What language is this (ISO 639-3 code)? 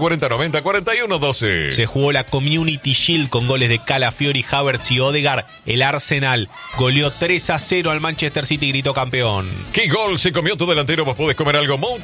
spa